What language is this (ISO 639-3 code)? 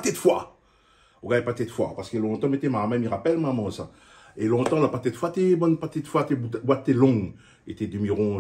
rcf